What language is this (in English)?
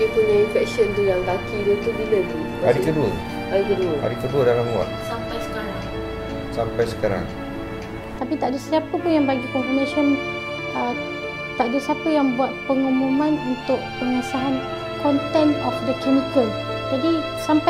Malay